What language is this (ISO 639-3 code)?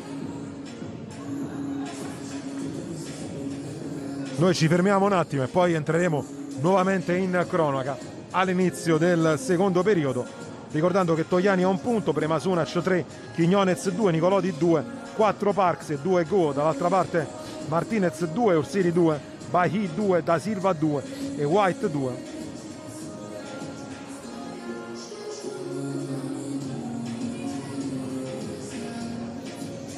ita